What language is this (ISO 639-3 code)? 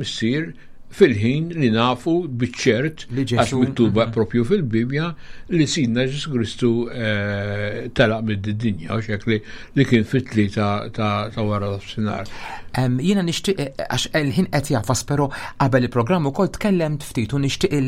mlt